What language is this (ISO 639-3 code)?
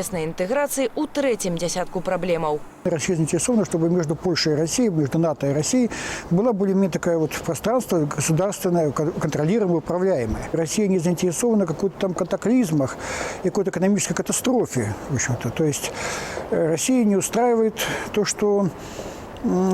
bel